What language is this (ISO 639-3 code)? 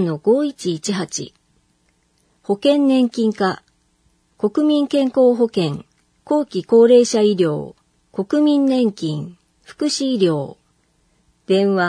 jpn